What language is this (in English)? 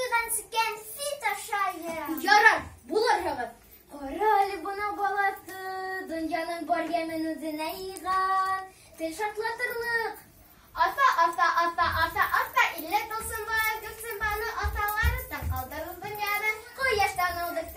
Bashkir